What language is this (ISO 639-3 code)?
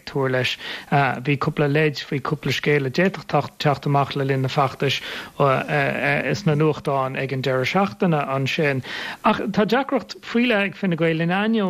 gle